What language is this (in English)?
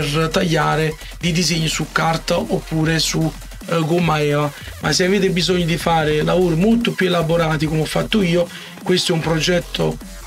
Italian